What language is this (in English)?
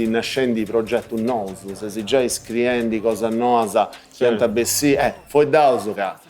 Sardinian